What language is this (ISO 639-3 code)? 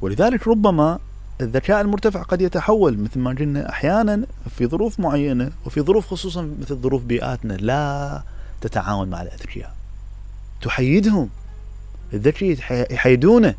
acm